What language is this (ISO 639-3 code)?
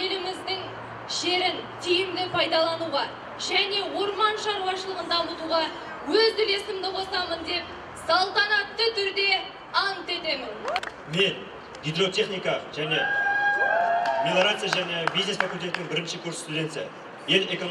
kaz